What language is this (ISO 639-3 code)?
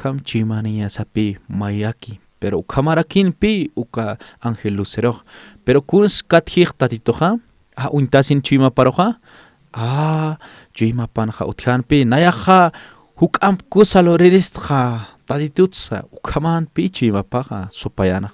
aym